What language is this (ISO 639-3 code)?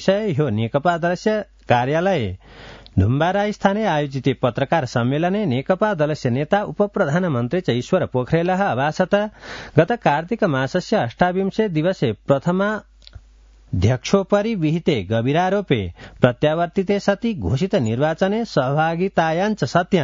san